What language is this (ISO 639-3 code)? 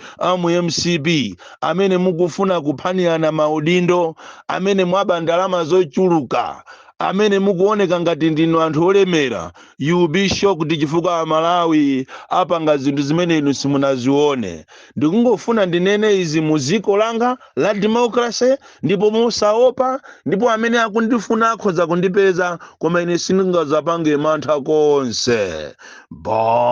nya